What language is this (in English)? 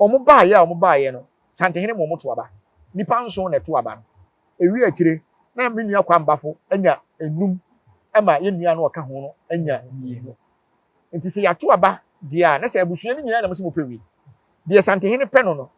Akan